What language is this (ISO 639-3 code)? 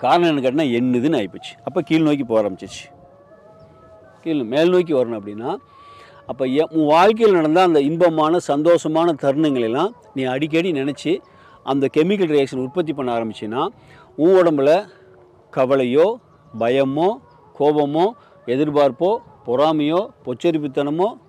tam